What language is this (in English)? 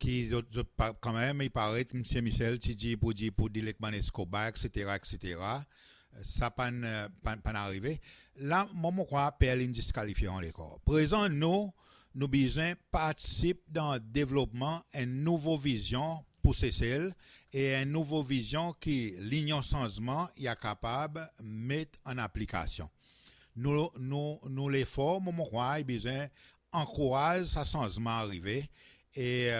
Seselwa Creole French